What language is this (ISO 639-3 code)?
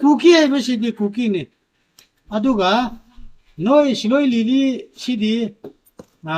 mni